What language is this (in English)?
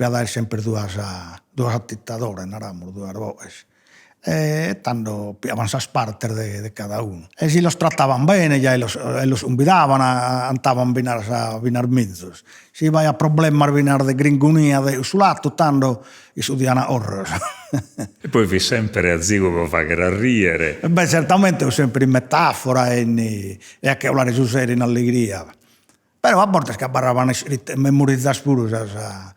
Sardinian